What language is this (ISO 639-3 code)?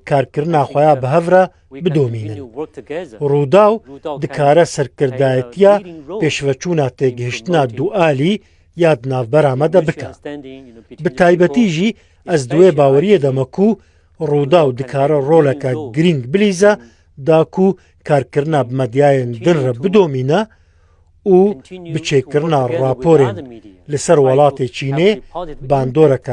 kur